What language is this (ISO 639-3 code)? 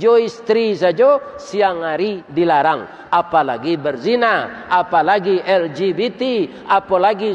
min